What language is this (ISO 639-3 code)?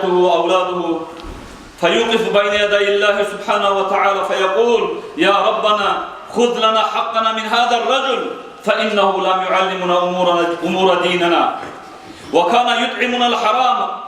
kum